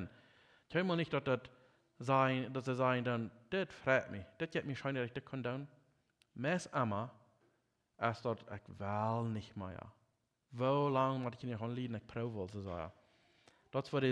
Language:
Plautdietsch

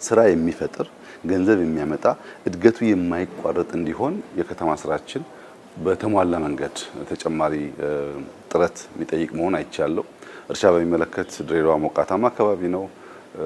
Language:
Amharic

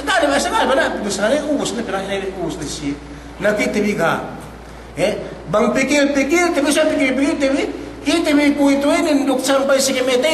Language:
Yakan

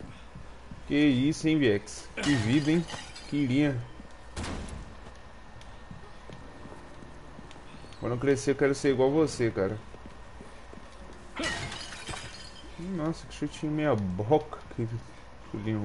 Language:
Portuguese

